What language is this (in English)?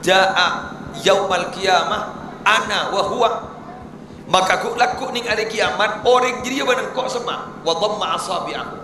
Madurese